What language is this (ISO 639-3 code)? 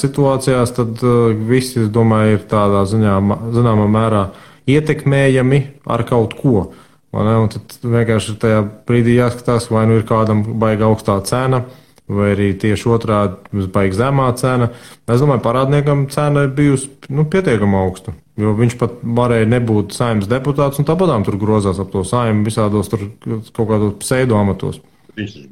lav